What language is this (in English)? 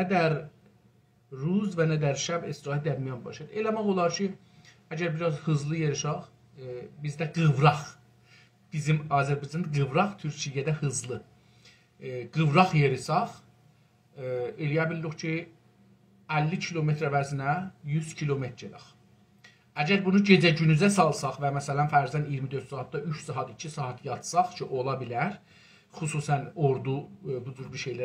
South Azerbaijani